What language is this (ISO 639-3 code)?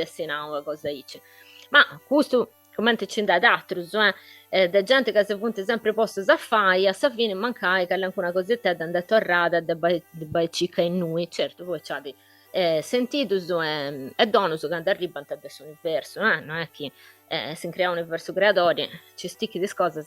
srd